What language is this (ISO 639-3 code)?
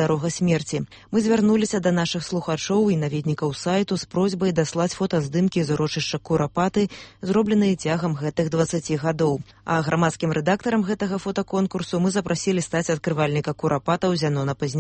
bel